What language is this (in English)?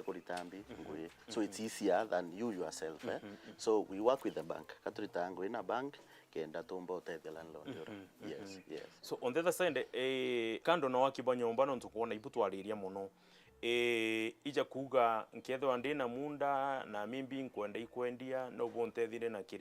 Meru